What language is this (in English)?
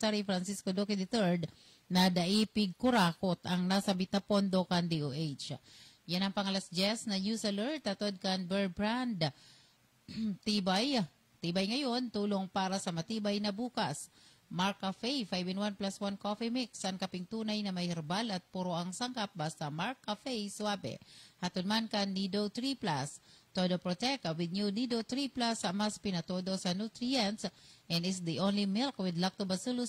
Bikol